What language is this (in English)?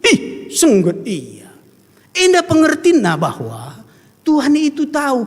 Batak Karo